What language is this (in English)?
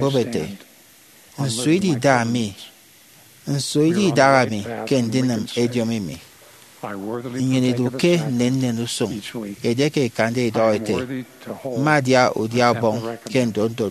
Efik